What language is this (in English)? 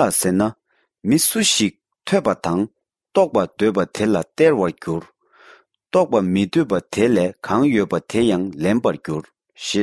Tibetan